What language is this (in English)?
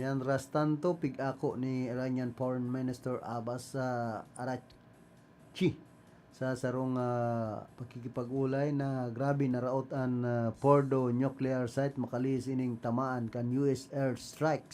Bikol